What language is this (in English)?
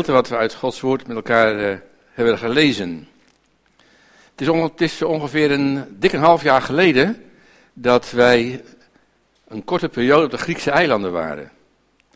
Dutch